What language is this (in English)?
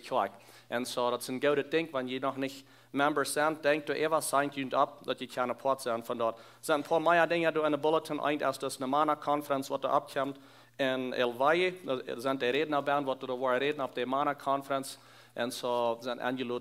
Plautdietsch